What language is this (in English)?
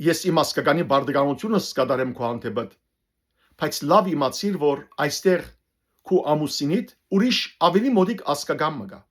Western Armenian